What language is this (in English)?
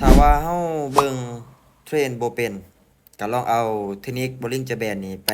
Lao